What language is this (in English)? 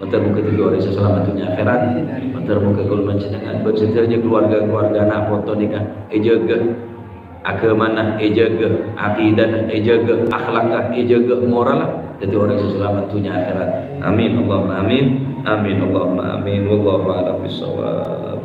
Madurese